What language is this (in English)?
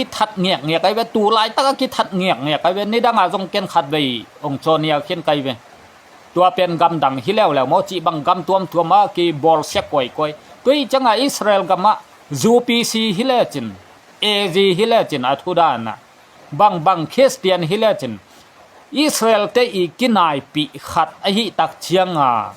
Tedim Chin